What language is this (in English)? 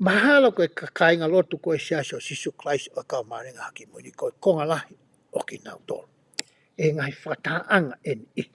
Tongan